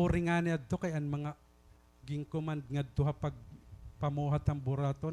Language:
Waray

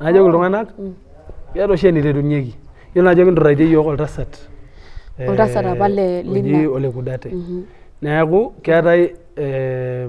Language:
Masai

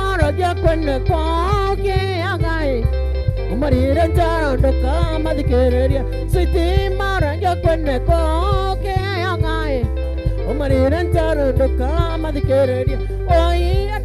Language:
Meru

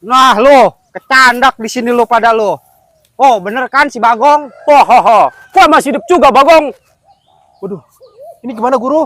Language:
Betawi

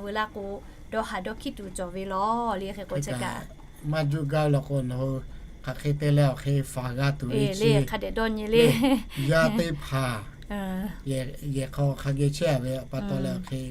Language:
Lahu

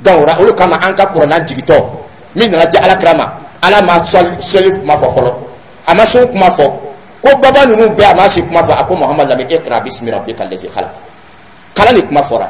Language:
Dyula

